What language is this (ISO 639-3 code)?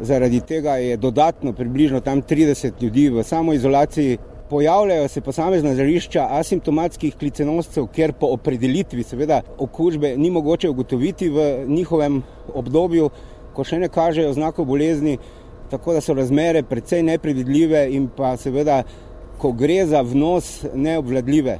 slv